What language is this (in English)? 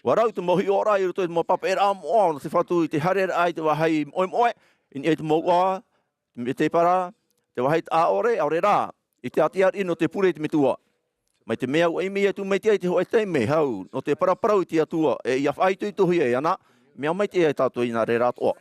Tahitian